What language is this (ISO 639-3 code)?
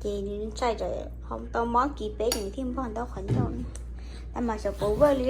hmn